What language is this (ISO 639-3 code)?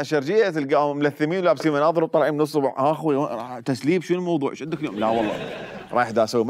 acm